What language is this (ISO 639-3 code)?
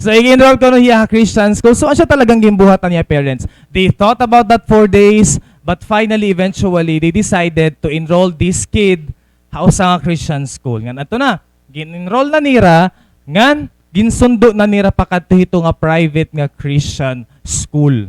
war